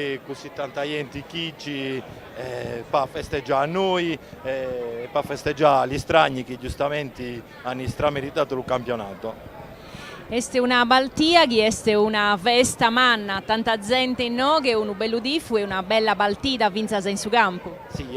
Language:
Sardinian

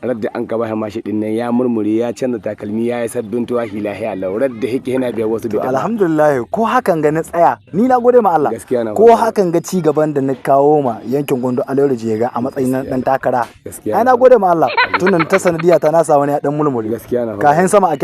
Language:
Hausa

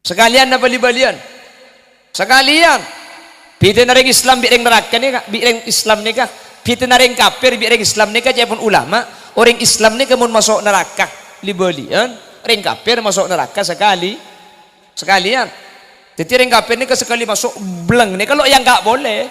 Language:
Madurese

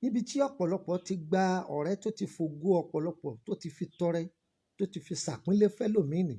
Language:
Yoruba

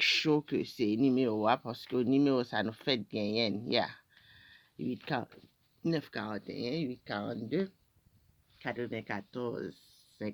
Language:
Haitian Creole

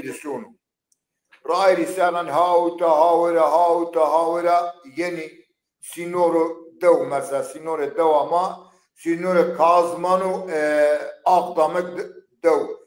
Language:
Zaza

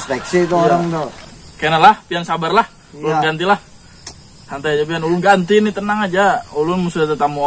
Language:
Banjar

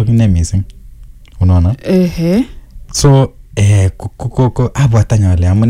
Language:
Swahili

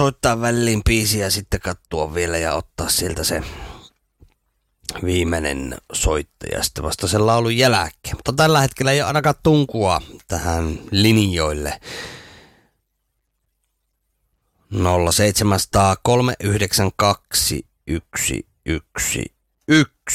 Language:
Finnish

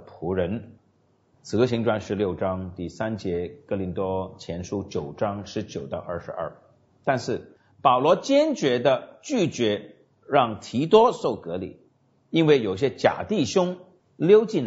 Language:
Chinese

